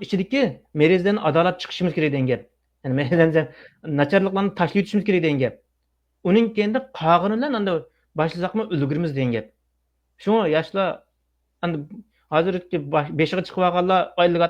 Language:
Uyghur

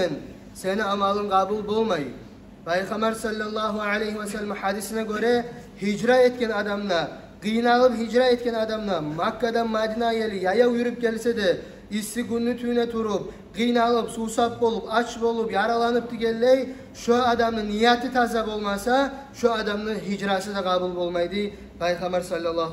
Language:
Kumyk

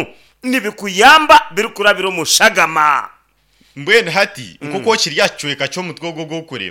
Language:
Nyankole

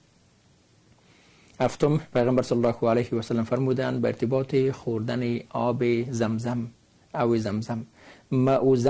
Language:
Persian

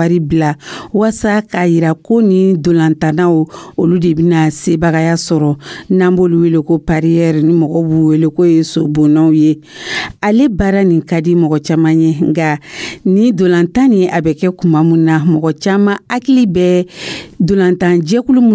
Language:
Dyula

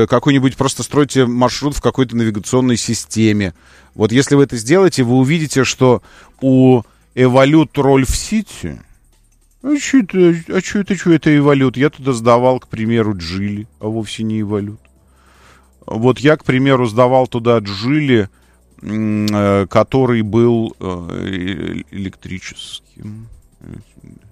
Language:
Russian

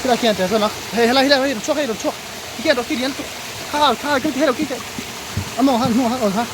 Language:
Mizo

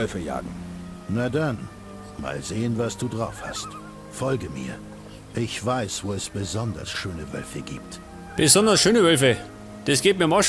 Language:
Bavarian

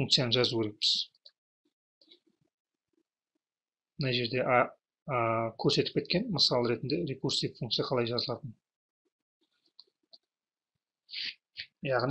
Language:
Kazakh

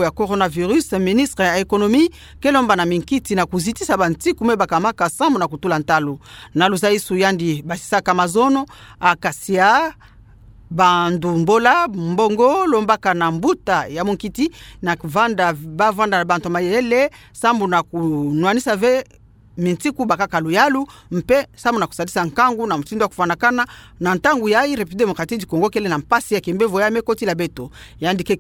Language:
Kituba (Democratic Republic of Congo)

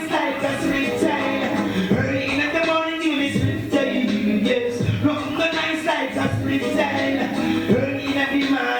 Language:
Jamaican Creole English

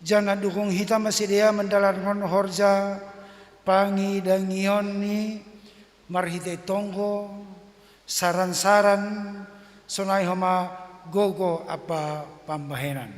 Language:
Batak Simalungun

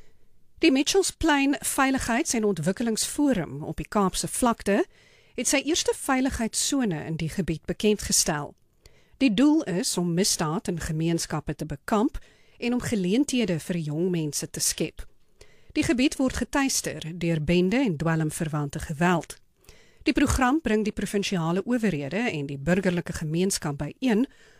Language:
Afrikaans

